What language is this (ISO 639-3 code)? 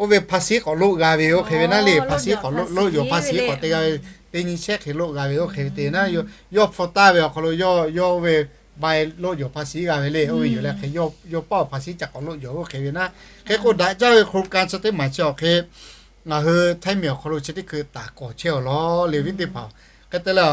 lhu